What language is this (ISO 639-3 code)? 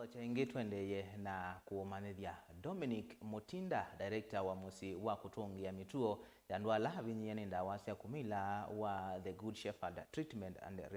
kam